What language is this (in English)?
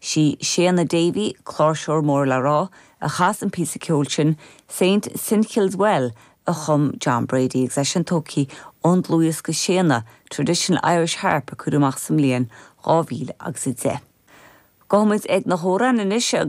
Irish